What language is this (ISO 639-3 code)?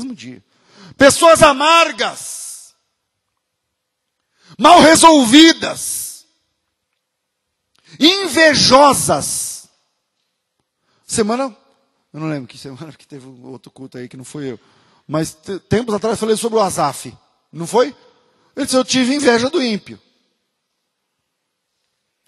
por